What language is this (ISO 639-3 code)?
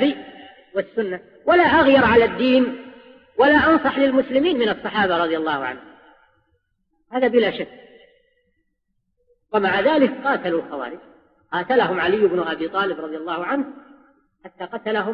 ara